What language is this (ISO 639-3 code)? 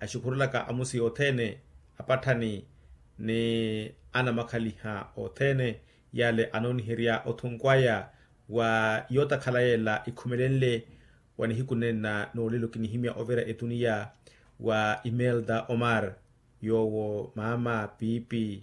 vmw